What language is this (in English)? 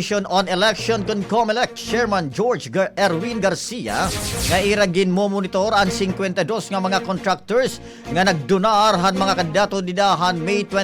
Waray